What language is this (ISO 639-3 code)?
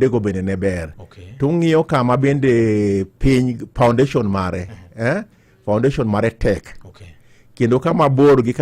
luo